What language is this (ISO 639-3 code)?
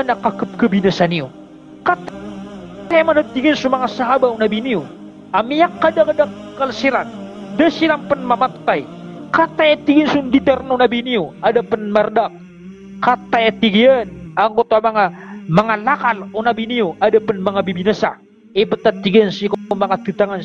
mrw